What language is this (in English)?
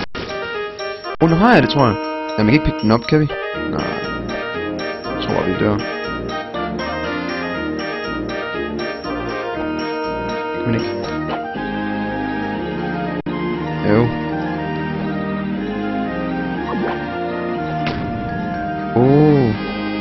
Danish